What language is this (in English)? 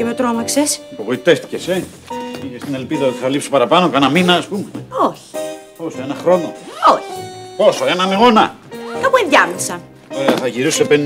Greek